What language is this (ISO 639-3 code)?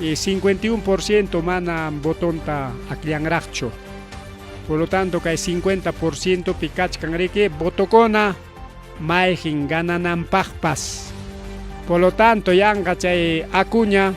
quy